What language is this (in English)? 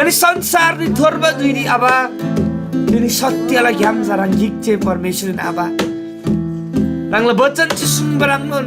Eastern Tamang